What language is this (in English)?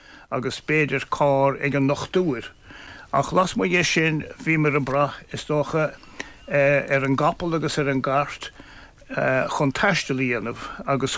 Irish